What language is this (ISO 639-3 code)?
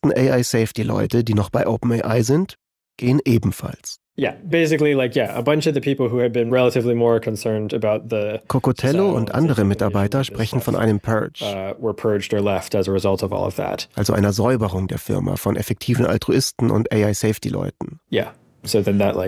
deu